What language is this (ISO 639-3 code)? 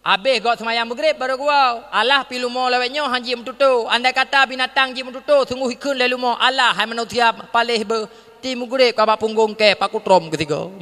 ace